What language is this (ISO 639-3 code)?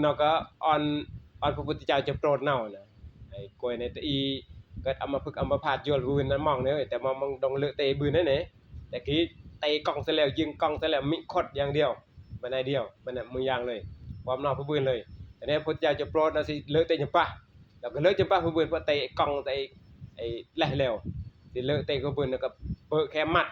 tts